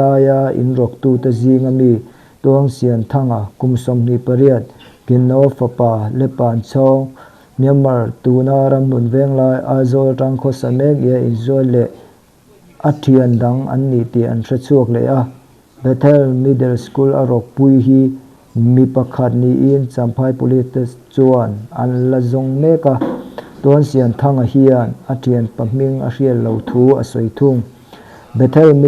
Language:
Mizo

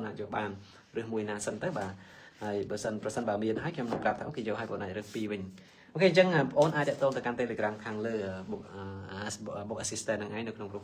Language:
Khmer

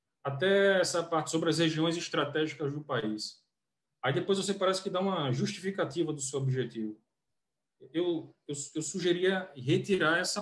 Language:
Portuguese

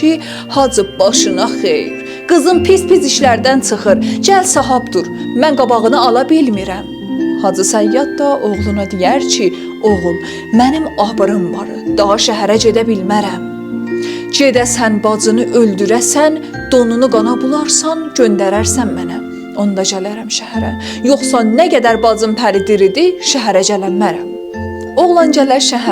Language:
South Azerbaijani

